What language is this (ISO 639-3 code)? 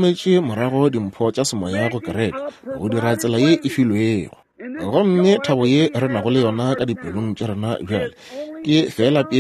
nso